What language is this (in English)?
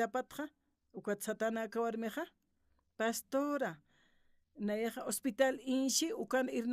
Aymara